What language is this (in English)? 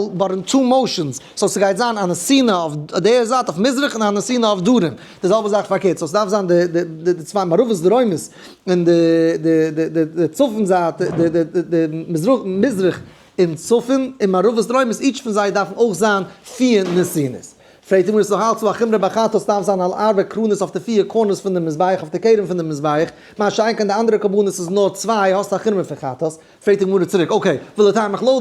Yiddish